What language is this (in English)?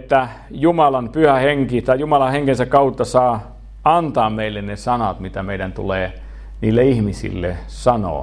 Finnish